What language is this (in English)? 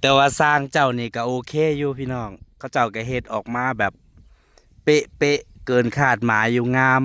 Northeastern Thai